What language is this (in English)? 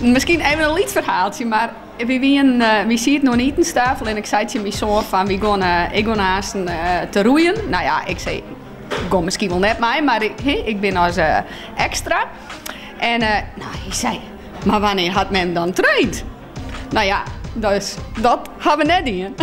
Western Frisian